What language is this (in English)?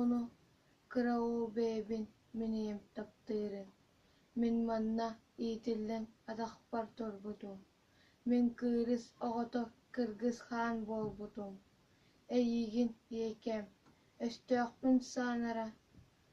Yakut